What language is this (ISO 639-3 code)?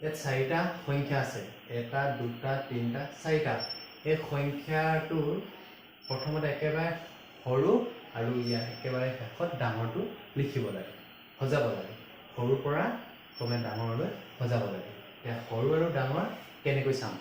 asm